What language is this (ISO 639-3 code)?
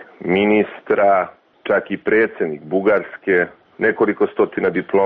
hrv